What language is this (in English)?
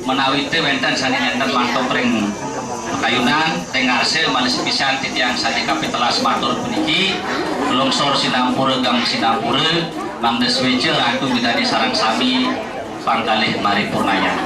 Balinese